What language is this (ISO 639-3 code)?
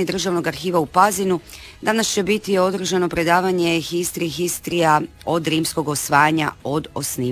hrv